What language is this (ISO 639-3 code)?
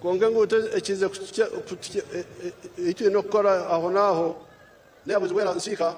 nyn